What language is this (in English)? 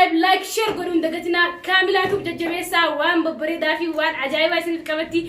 Oromo